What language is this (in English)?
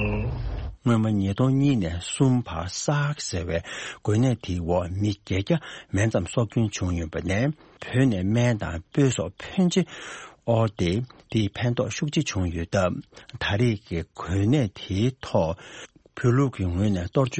Tibetan